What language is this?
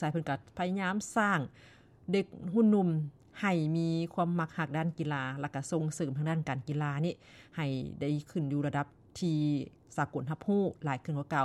Lao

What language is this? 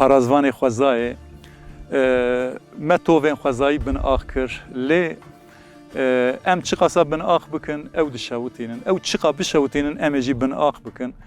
Kurdish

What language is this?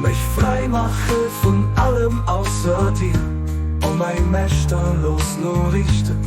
Luxembourgish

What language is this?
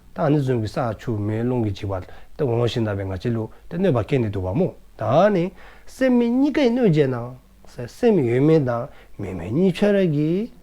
Dzongkha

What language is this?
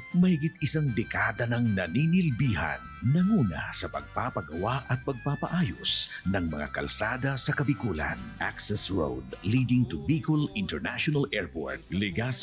Filipino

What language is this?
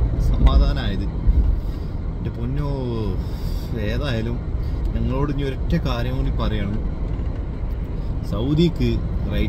Malayalam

